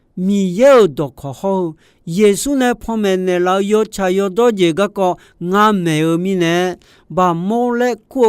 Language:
Akha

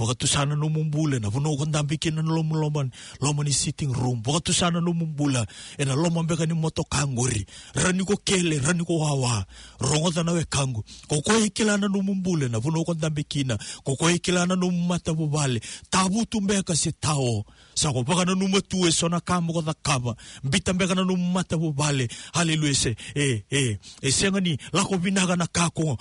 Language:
Fijian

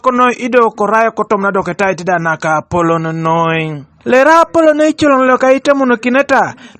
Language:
Teso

